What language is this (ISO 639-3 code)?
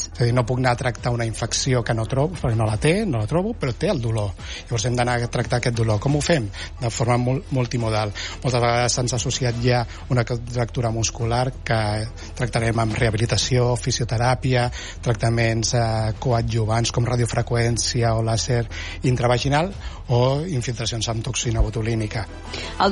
cat